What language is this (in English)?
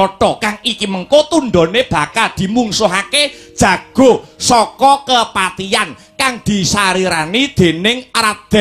Javanese